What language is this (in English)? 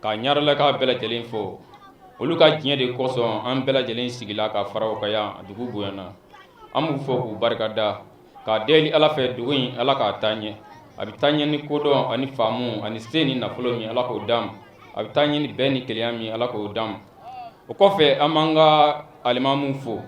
Bambara